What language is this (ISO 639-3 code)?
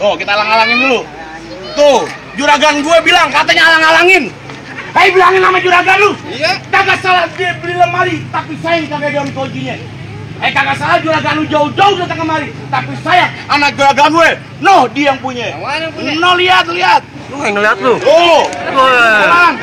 bew